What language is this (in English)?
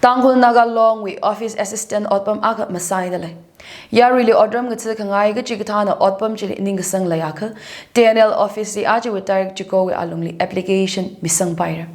Tangkhul Naga (India)